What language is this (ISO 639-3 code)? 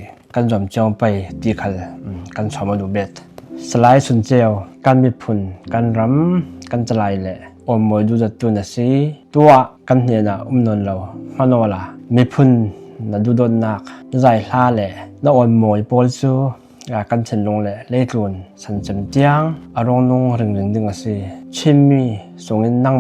cfm